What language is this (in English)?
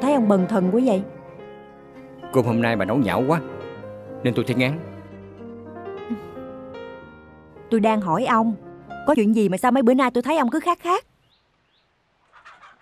Vietnamese